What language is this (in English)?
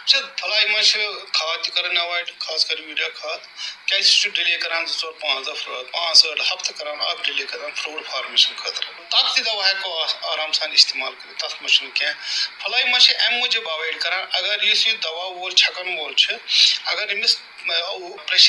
Kashmiri